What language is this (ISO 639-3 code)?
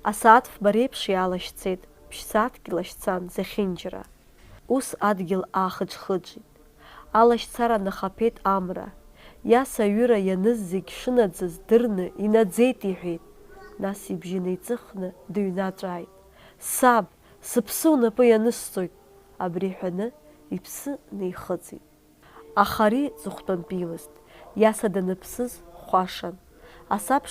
abk